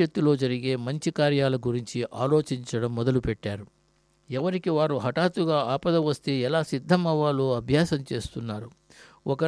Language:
Telugu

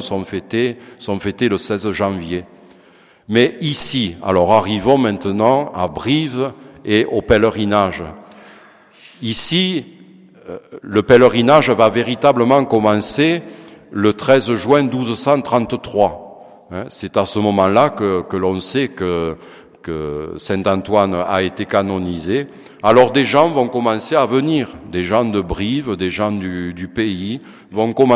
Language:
French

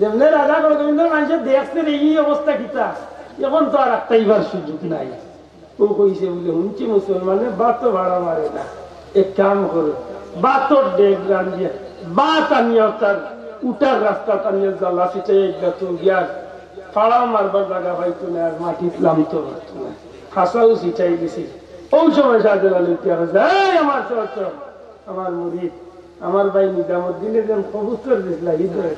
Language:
Sylheti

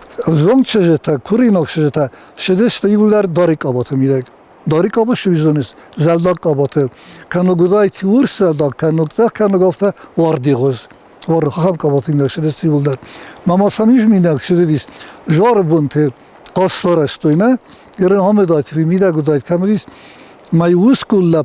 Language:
Ossetic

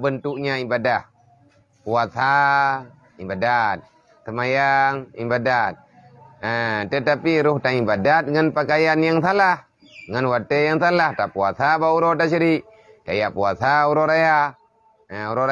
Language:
Achinese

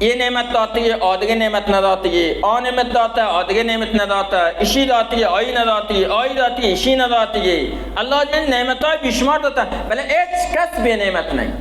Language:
Baluchi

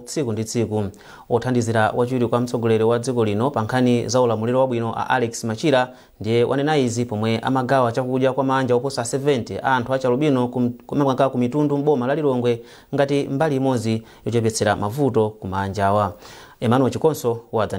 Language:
Nyanja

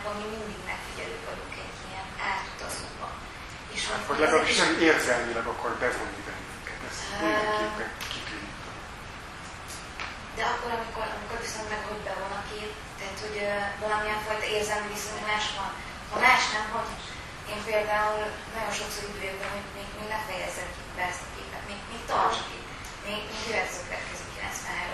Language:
Hungarian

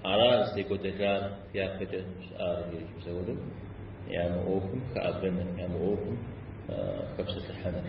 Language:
Kabardian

